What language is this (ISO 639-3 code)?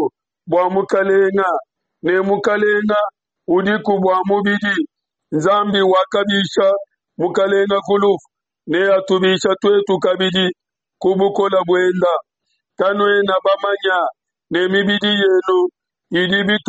lua